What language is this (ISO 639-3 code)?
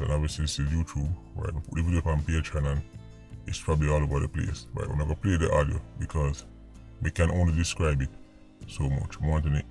jam